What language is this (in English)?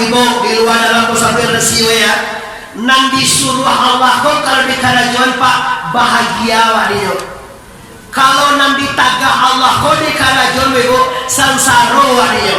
Minangkabau